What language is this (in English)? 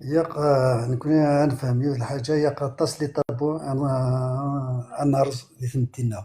Kabyle